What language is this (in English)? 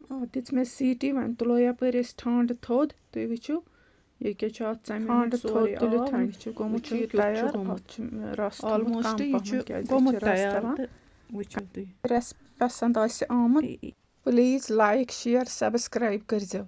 Kashmiri